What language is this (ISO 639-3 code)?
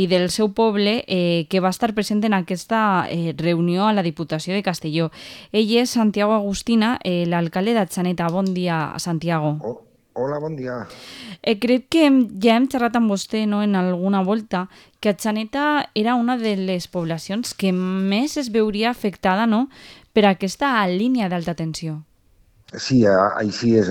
cat